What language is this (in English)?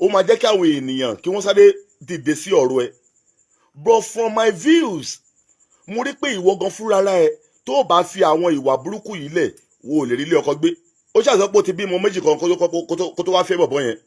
Yoruba